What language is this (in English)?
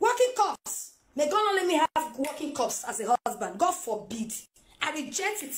Nigerian Pidgin